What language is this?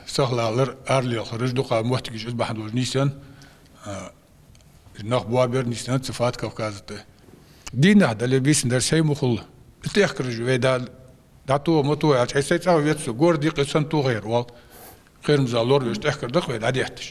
Ingush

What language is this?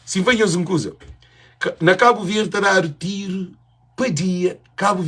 Kabuverdianu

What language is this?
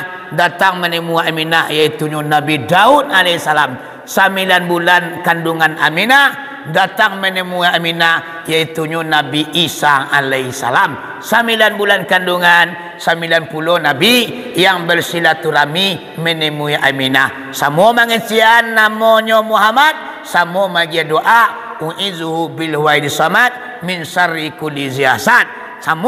Minangkabau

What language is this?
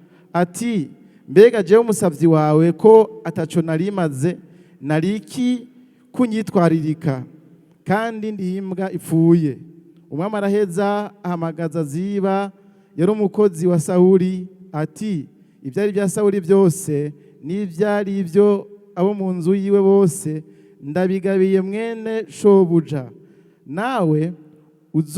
Rundi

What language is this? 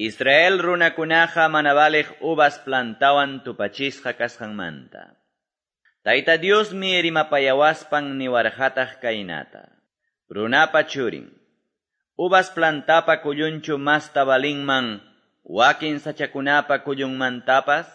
Quechua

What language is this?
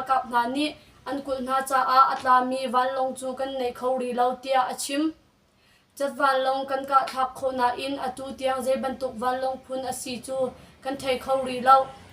Hakha Chin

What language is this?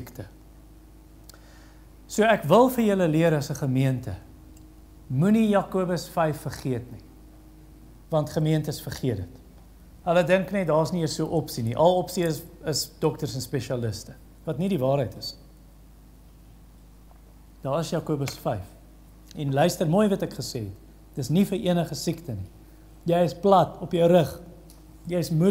Afrikaans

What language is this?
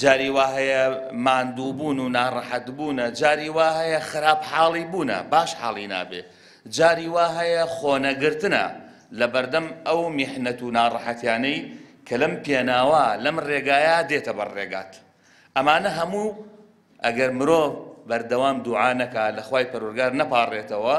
Central Kurdish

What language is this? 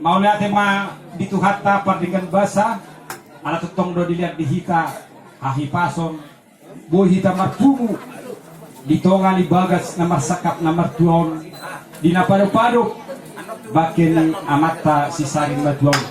Batak Toba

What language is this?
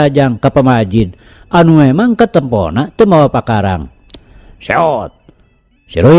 Sundanese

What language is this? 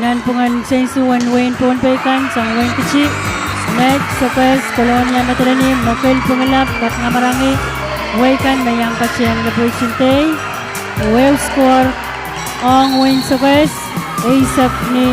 Pohnpeian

